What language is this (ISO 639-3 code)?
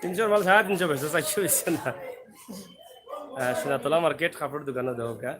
syl